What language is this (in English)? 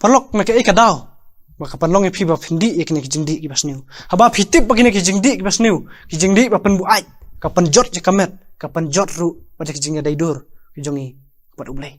Khasi